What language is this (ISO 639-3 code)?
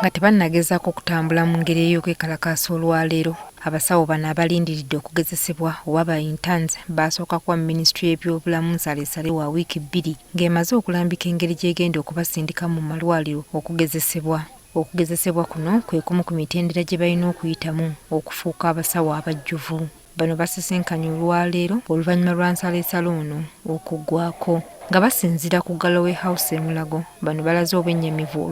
lug